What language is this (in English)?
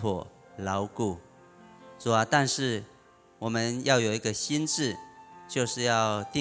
Chinese